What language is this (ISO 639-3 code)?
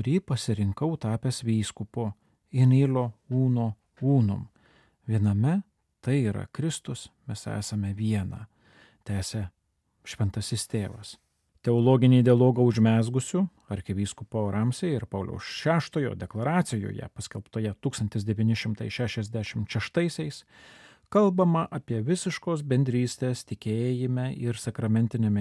lit